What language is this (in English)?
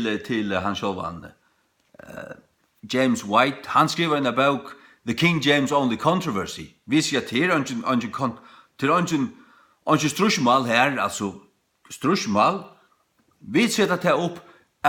Faroese